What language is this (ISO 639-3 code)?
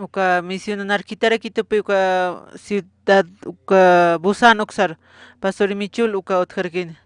aym